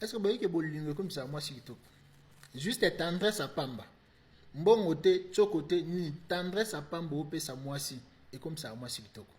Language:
Lingala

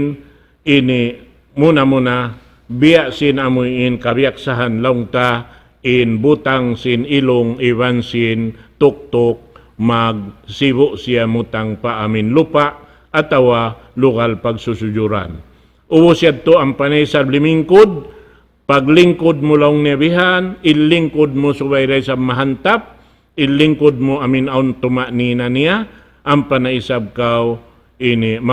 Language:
Tausug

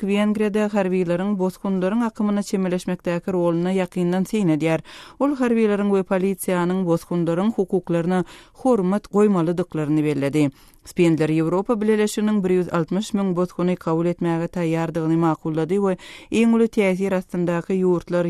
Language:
Turkmen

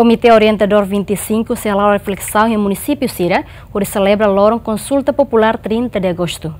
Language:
Tetum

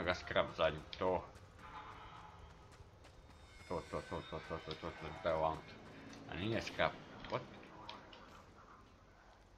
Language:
Croatian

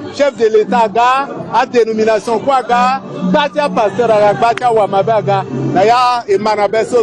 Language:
Sango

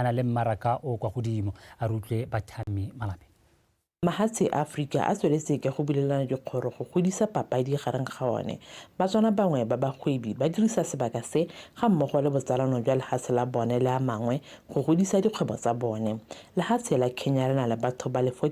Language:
Tswana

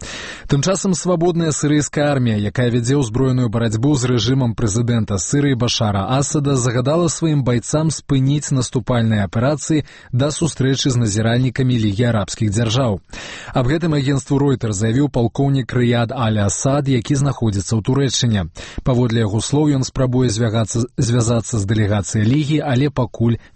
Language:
Belarusian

